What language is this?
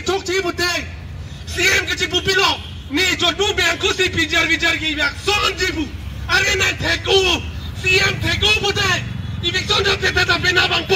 Karbi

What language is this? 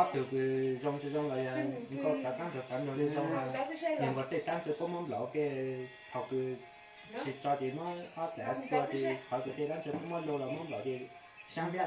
Hmong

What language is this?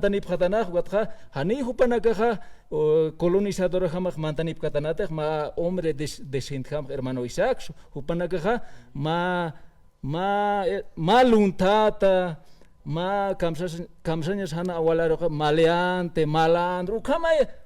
Aymara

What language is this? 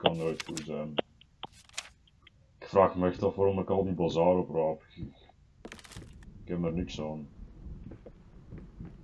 Dutch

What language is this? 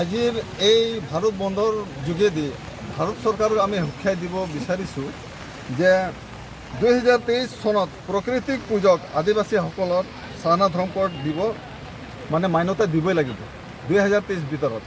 Assamese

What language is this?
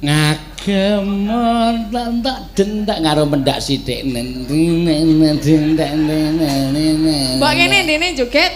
Javanese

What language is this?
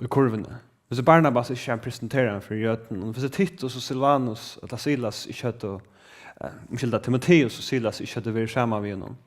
Faroese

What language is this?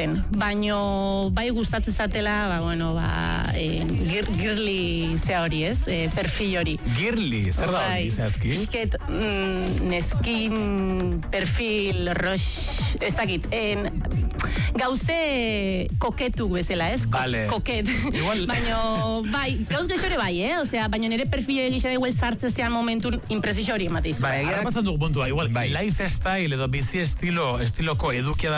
Basque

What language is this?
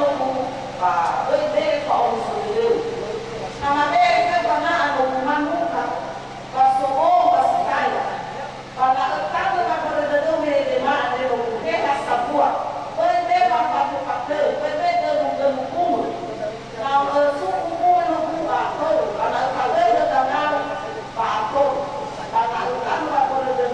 Nias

